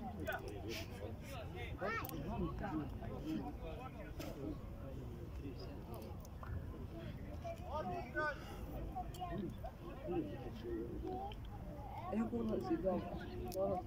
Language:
Serbian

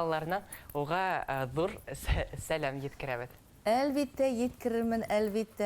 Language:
Bashkir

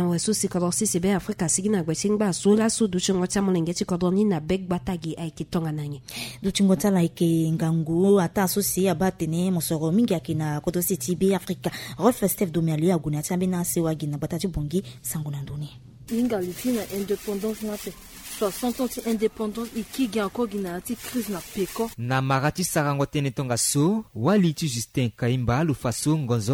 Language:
Sango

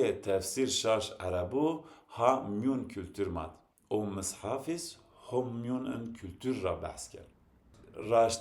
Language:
Zaza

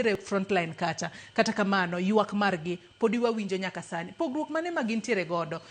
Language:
Luo (Kenya and Tanzania)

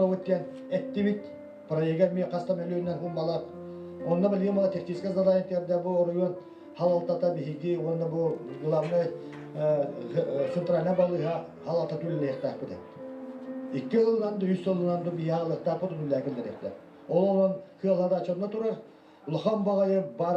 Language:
Yakut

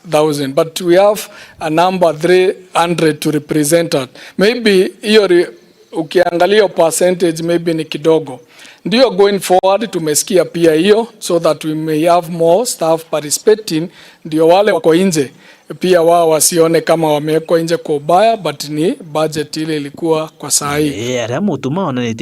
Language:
Meru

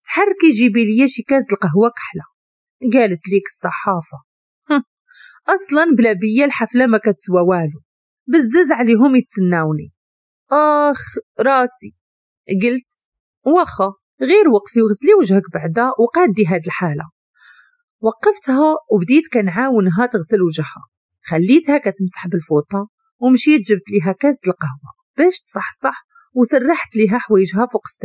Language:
Moroccan Arabic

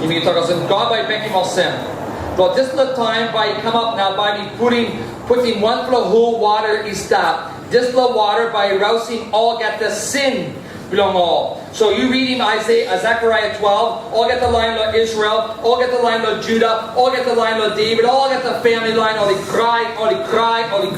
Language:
Tok Pisin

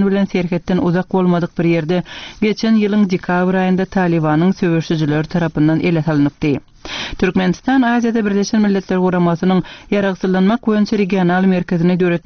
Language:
Turkmen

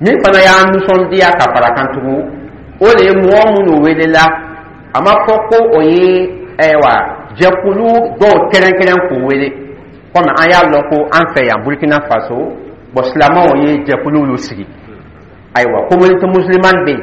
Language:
Dyula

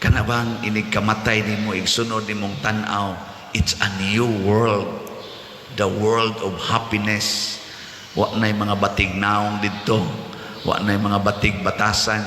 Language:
Cebuano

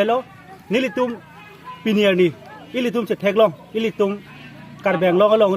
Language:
Karbi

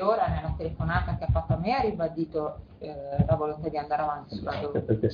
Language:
Italian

